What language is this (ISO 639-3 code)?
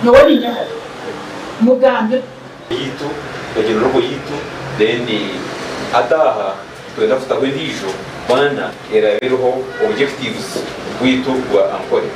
nyn